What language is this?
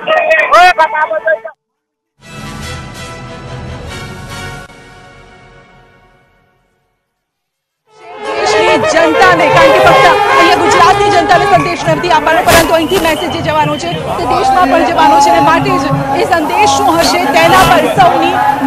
Gujarati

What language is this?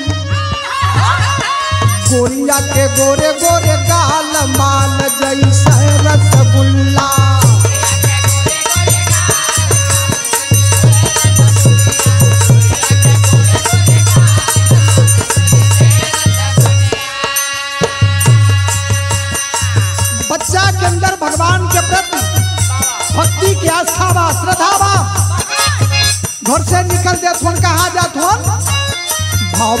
Bhojpuri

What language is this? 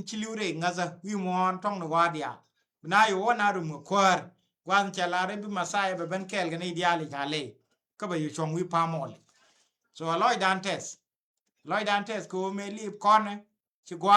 Nuer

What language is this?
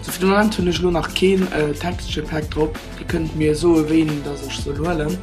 Luxembourgish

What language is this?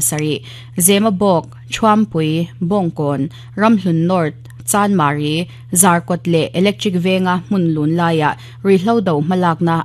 Mizo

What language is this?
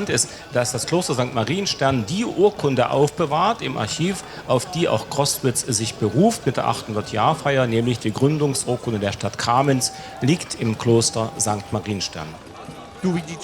Upper Sorbian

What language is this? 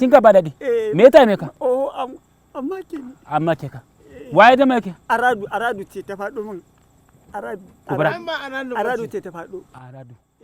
Hausa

